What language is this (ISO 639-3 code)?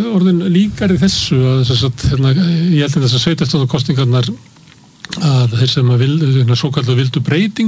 isl